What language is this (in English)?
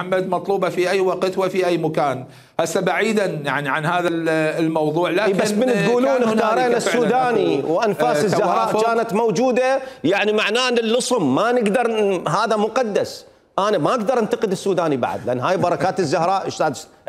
Mesopotamian Arabic